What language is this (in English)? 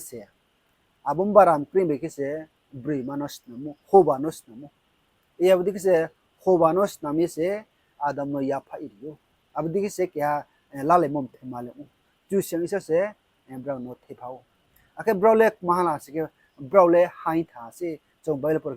Riang (India)